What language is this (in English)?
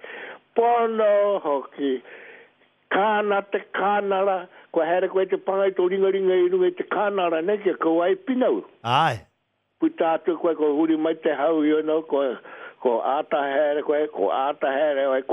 Māori